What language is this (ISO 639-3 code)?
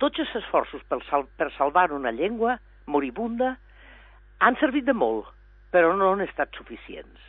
cat